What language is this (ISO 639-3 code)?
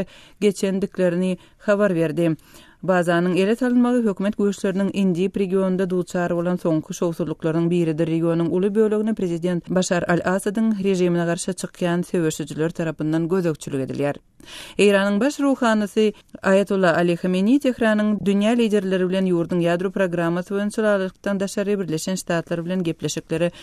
tuk